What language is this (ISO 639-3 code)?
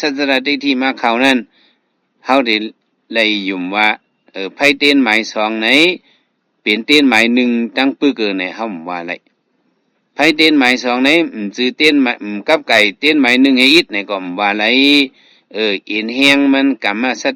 shn